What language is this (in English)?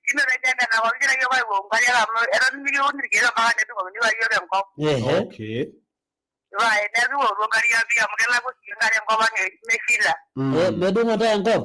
Masai